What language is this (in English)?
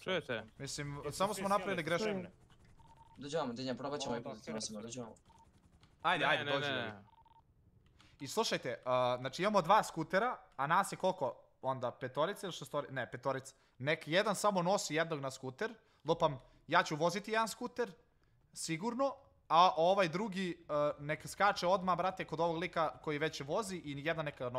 Croatian